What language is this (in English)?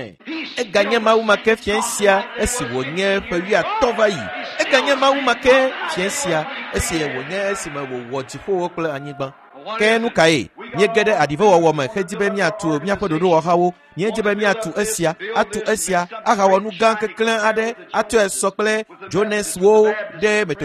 Ewe